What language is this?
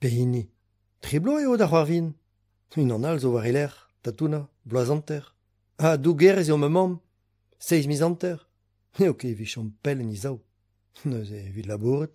Breton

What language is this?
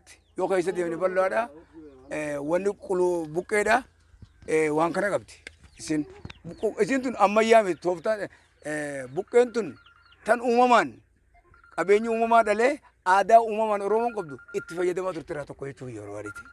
Oromo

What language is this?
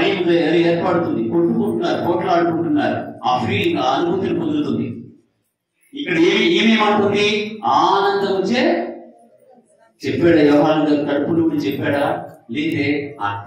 Telugu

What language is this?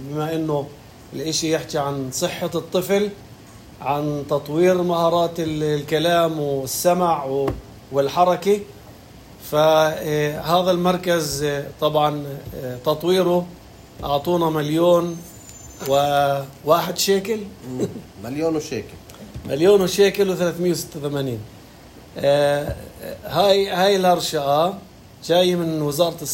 North Levantine Arabic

